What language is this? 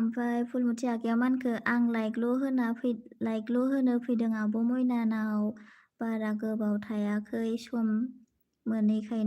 Bodo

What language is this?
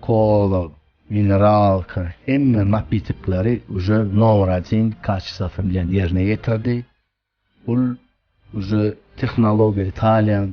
Turkmen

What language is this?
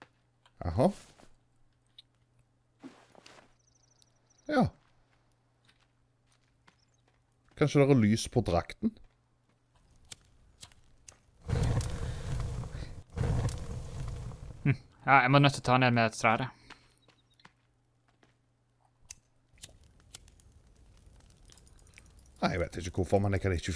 Norwegian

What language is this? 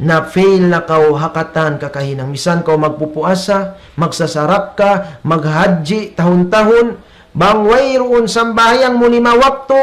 Tausug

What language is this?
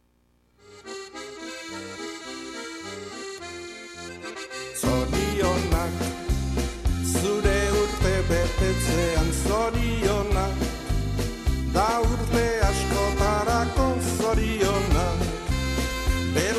Basque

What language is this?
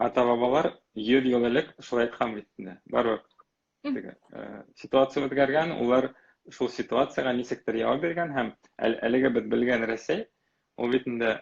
Bashkir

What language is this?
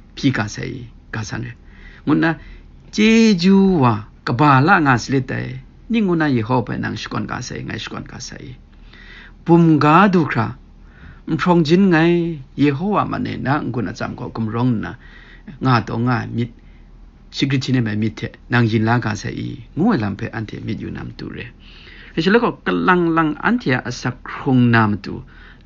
Kachin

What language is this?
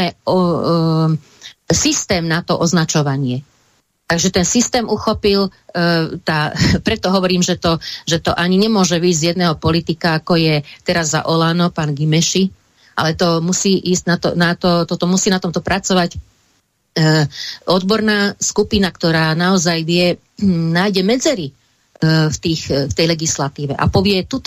Slovak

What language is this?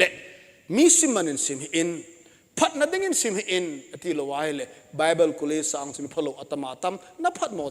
Thado Chin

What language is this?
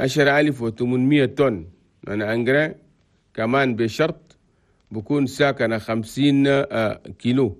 Chadian Arabic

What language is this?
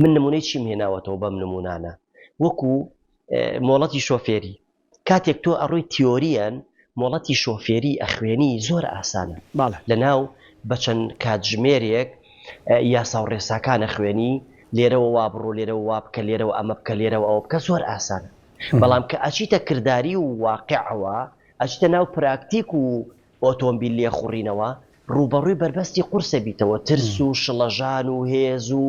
Central Kurdish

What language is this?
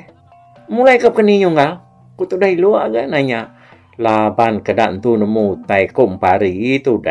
Iban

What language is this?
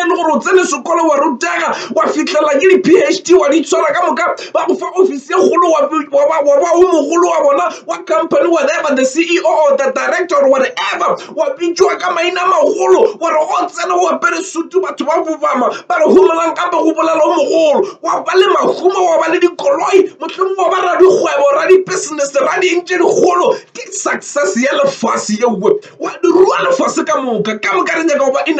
Northern Sotho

